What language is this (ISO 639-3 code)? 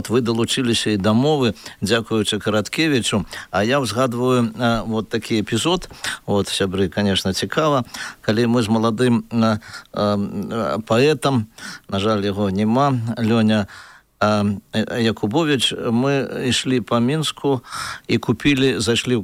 bel